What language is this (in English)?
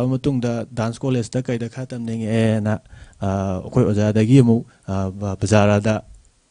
Manipuri